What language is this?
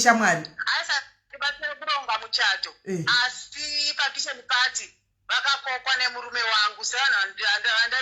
Shona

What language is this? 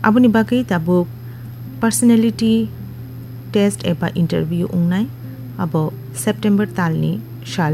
Kok Borok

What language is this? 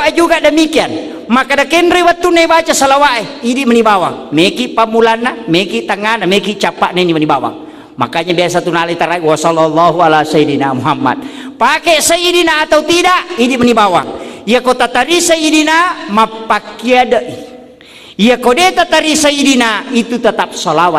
Buginese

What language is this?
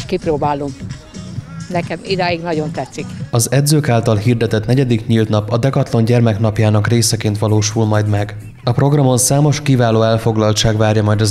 Hungarian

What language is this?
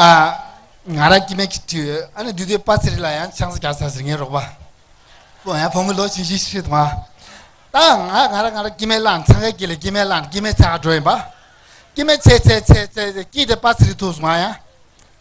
Tibetan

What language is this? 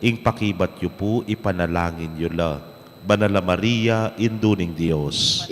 Pampanga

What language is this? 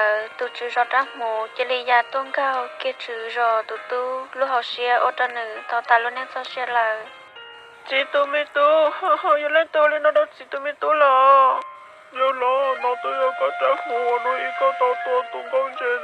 Hmong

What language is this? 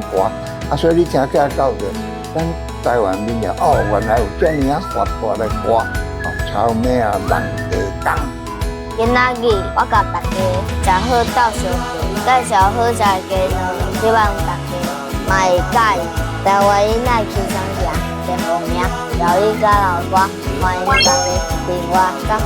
Min Nan Chinese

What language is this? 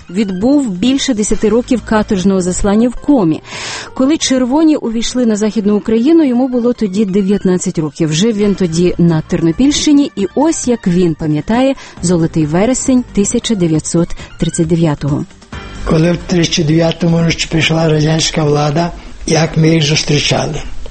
Ukrainian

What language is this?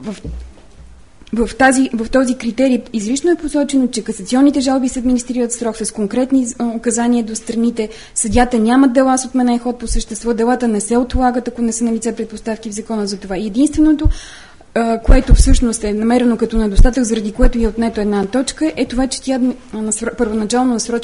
Bulgarian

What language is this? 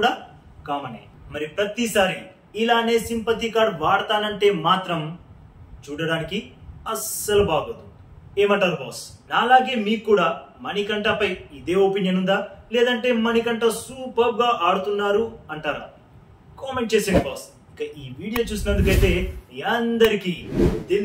Telugu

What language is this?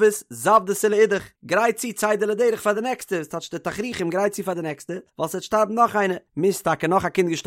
Yiddish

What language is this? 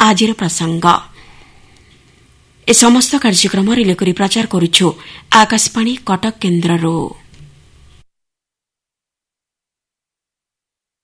Odia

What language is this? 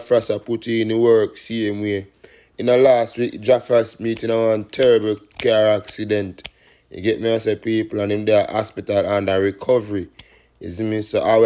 Jamaican Creole English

